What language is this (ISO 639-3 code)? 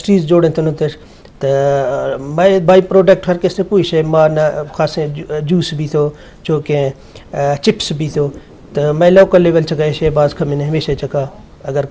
bgp